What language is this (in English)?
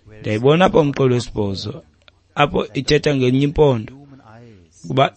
Xhosa